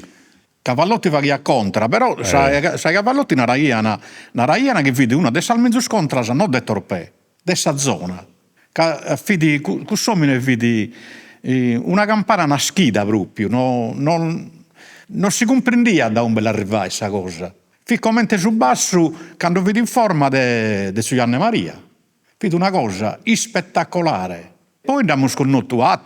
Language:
Sardinian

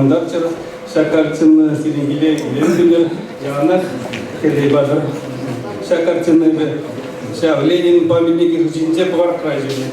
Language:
Chuvash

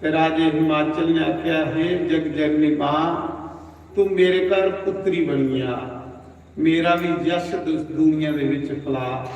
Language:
Dogri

